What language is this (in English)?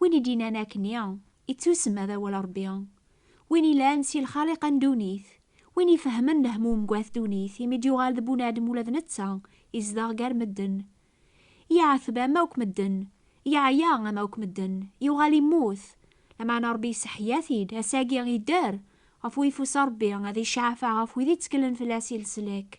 Kabyle